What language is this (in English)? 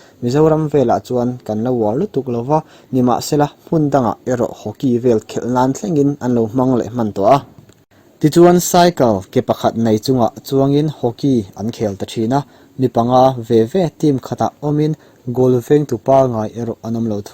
Mizo